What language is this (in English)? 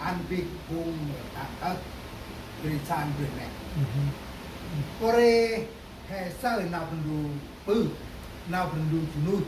Central Mnong